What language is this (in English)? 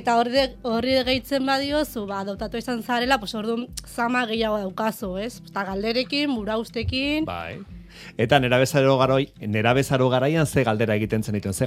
Basque